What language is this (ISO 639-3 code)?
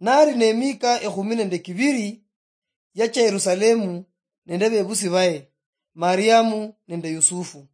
luy